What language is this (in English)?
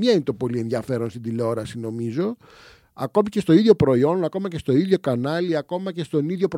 Greek